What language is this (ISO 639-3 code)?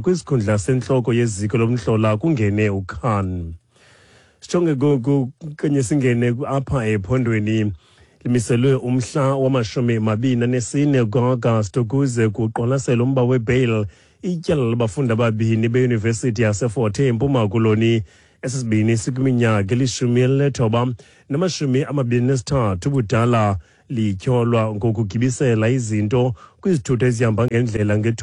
xho